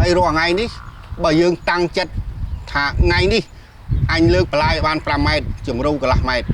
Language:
Khmer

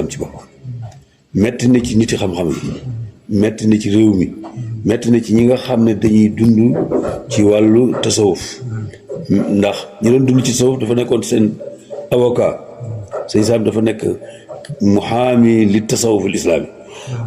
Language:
Wolof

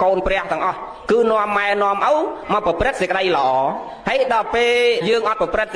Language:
Khmer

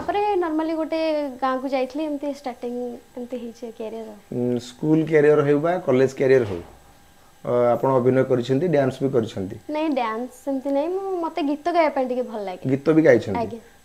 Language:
Odia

